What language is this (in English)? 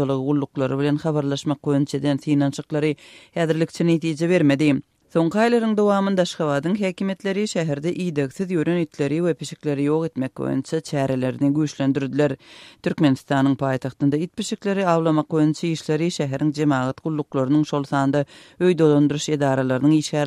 Turkmen